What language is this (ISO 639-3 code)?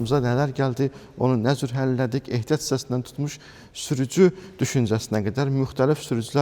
aze